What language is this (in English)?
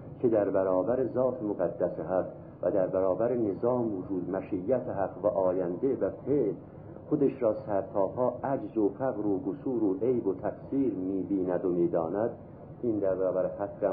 Persian